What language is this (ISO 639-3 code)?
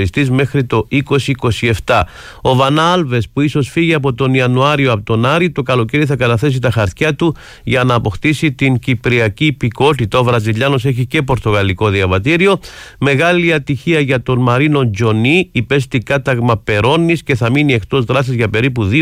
ell